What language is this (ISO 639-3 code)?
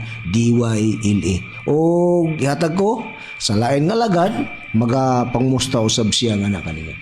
ceb